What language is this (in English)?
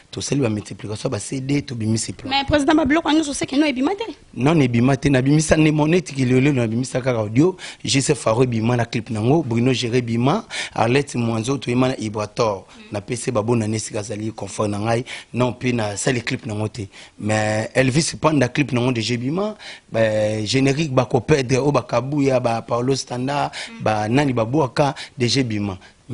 Lingala